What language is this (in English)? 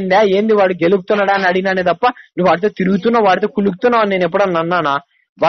Telugu